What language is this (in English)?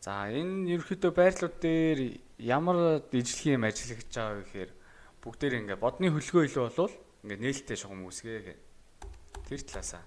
Mongolian